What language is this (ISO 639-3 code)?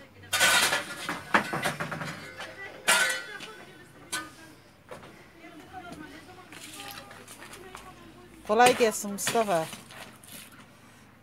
tur